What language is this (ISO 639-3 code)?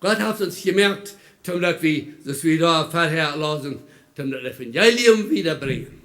pdt